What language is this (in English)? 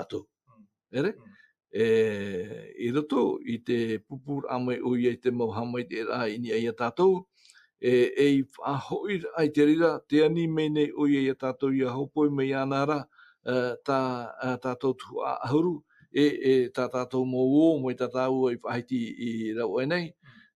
Tahitian